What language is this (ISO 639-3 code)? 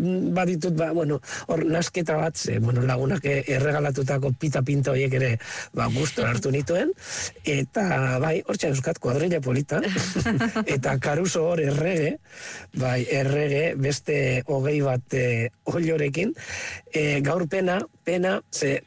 eus